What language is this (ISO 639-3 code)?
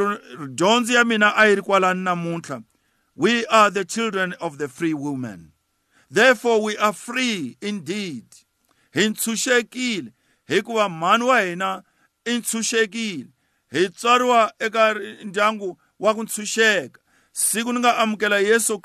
tso